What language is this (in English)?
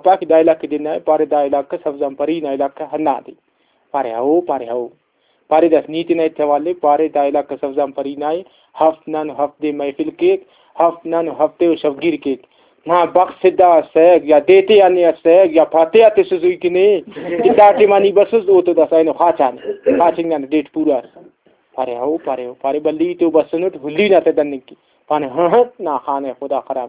Brahui